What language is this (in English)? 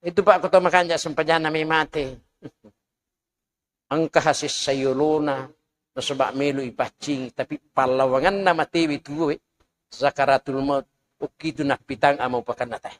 Buginese